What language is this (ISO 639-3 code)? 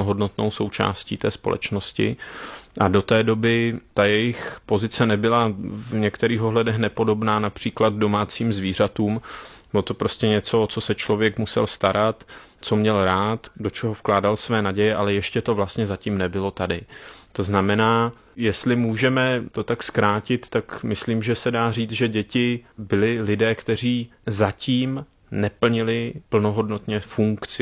ces